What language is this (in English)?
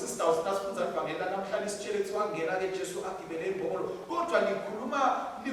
Swati